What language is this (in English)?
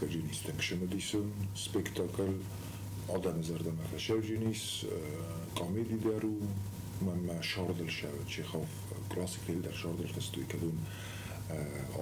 Ossetic